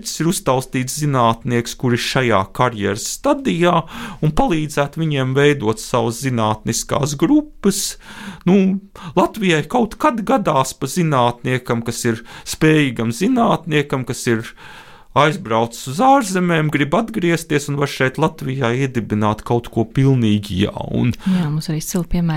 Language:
Latvian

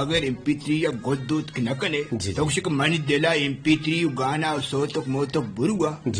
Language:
Eastern Balochi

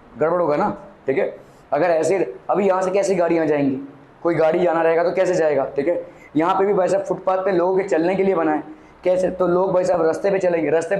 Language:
Hindi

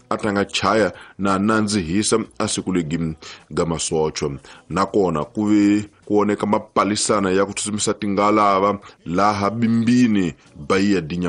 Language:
Tsonga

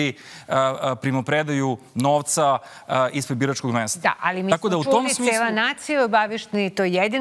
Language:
Serbian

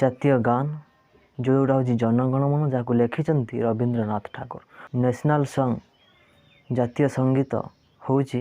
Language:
Odia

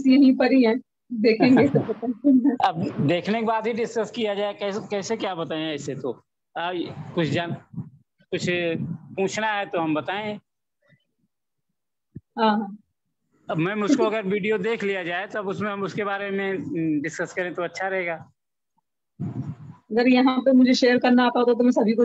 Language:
Hindi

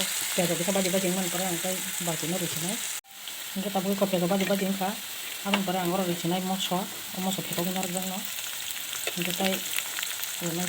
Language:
Kok Borok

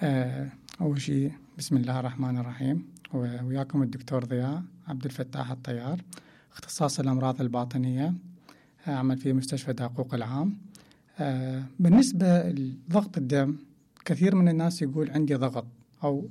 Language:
Mesopotamian Arabic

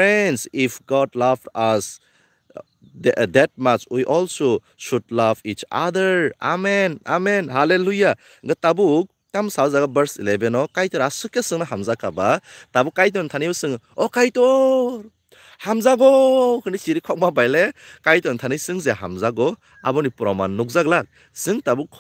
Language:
Kok Borok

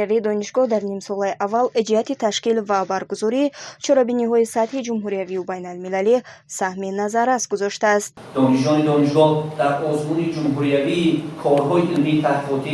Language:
Tajik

